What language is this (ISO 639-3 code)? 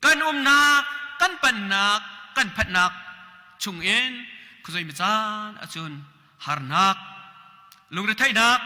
cnh